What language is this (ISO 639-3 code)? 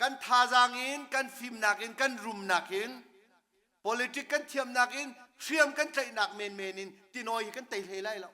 cnh